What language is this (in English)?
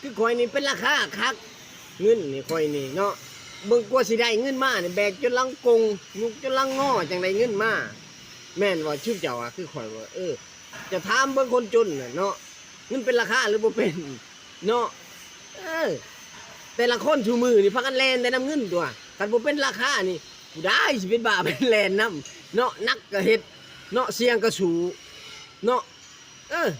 Lao